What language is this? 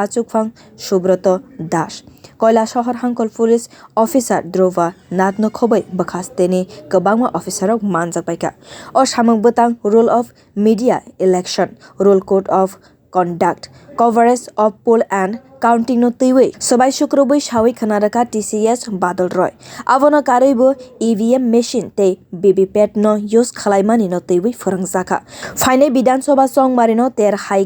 Kok Borok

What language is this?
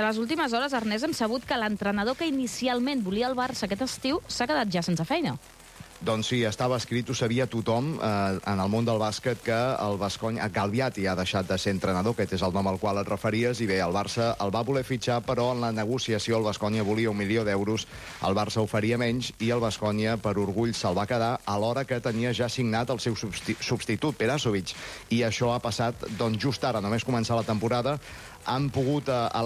Catalan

